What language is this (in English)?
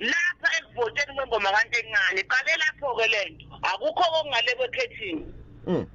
Zulu